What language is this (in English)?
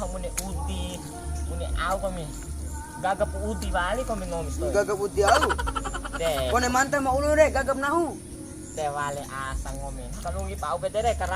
Bima